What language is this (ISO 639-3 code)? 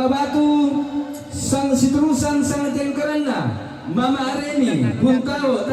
sda